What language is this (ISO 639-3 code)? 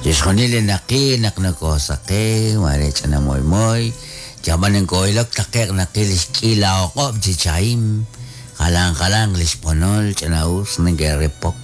kek